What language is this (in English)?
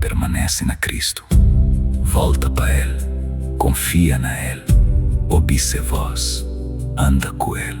Kabuverdianu